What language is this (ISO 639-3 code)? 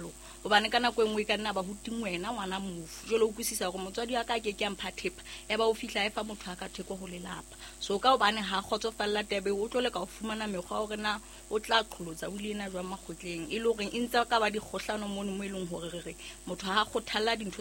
sot